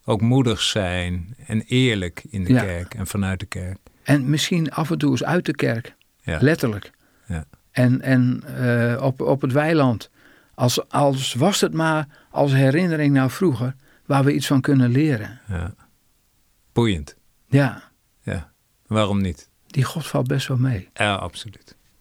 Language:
Dutch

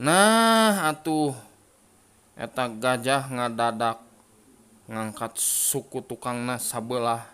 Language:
Sundanese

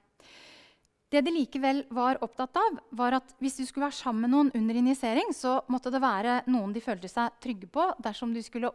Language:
Norwegian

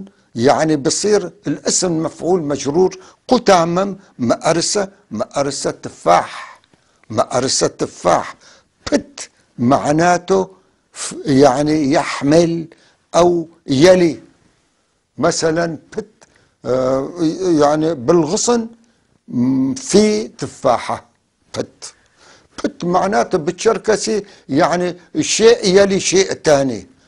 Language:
North Levantine Arabic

